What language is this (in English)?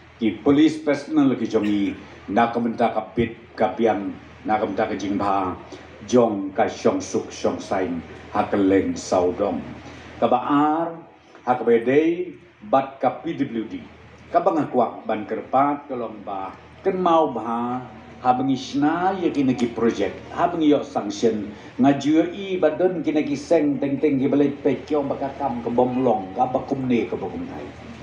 Khasi